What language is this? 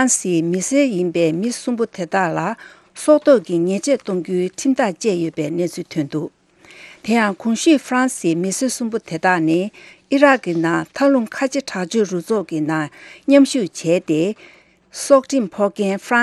Tibetan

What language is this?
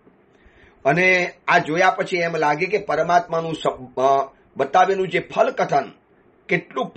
Gujarati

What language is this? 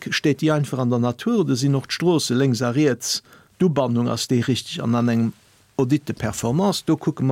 Luxembourgish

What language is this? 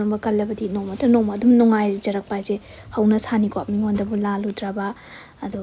Manipuri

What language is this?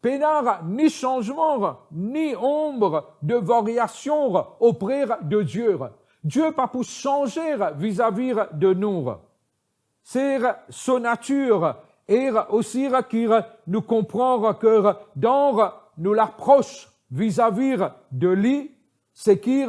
Morisyen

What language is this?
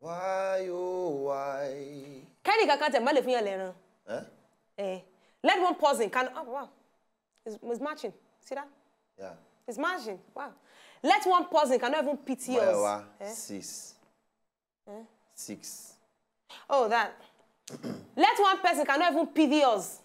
Nigerian Pidgin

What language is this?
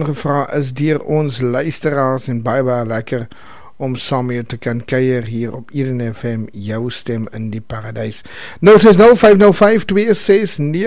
Afrikaans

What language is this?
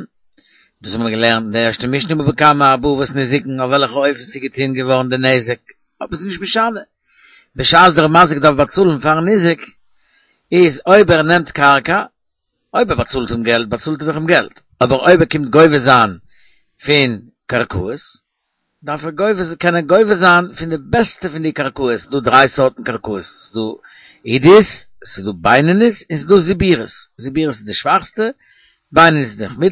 Yiddish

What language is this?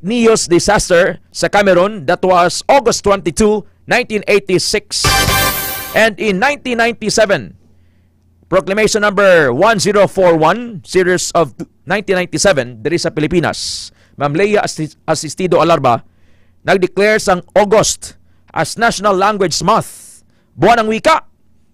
Hiligaynon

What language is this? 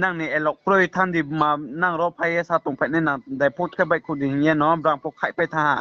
Riang (India)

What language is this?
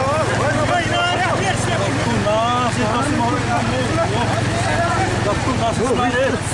Xavánte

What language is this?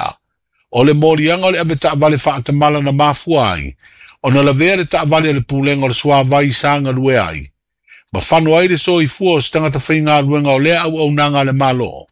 Samoan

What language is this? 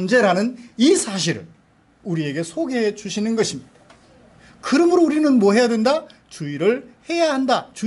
Korean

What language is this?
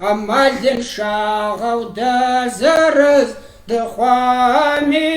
Kabardian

